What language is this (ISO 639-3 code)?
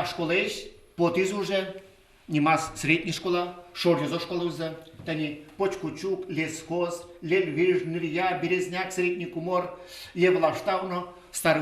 udm